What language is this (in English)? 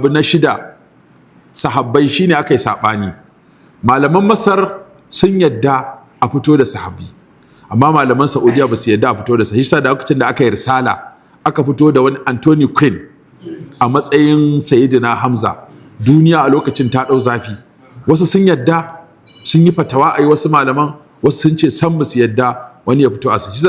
Hausa